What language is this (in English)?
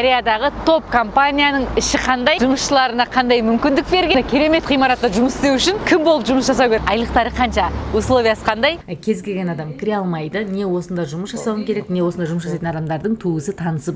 Kazakh